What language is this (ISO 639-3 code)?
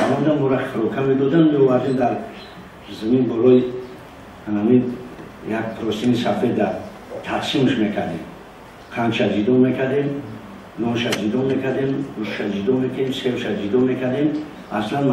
tgk